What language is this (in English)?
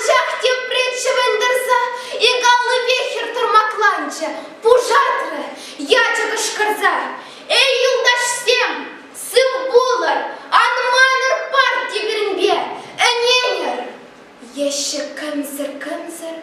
Chuvash